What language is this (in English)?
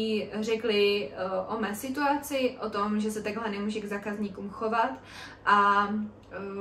Czech